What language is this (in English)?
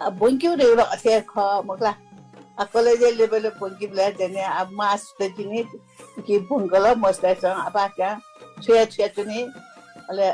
Newari